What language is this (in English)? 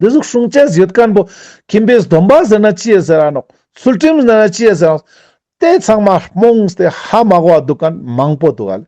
Ladakhi